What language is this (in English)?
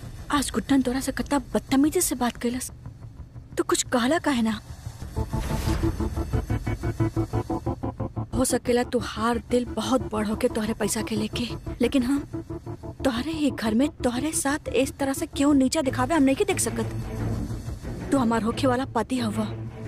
Bhojpuri